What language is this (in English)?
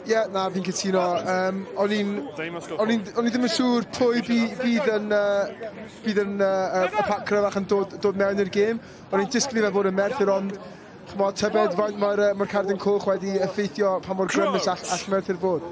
Welsh